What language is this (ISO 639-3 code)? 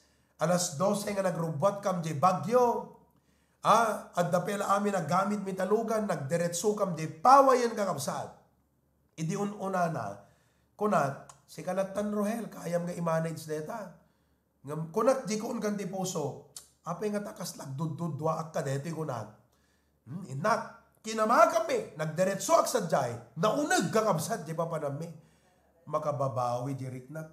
ilo